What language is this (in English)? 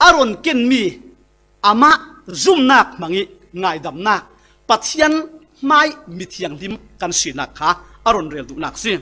Falam Chin